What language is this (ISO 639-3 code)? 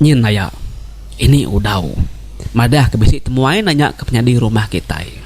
iba